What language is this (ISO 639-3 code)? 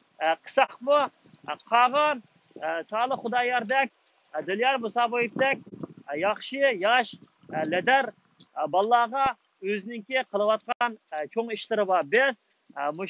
uig